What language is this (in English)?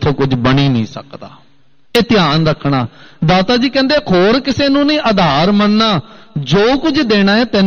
Punjabi